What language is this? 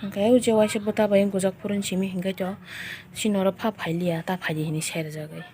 Kok Borok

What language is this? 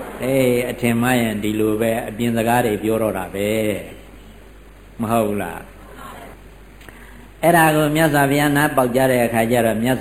Burmese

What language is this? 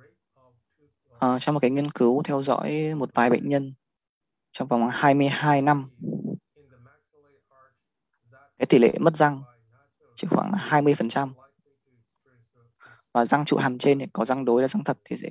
Vietnamese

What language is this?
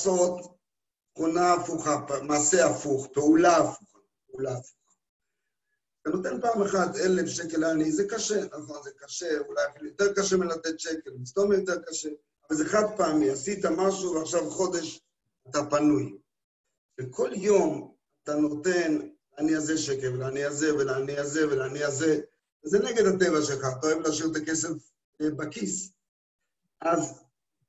Hebrew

